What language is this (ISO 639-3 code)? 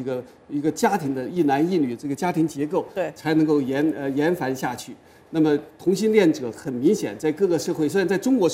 zho